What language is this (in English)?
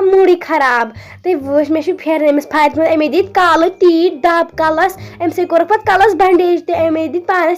Kashmiri